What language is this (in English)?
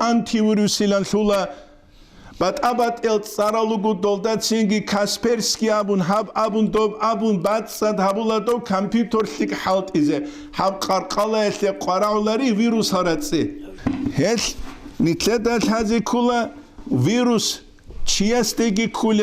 Avaric